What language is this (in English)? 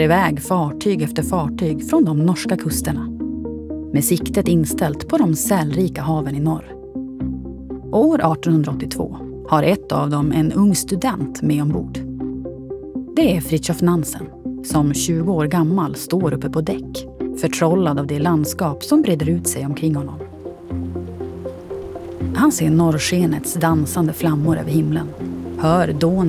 Swedish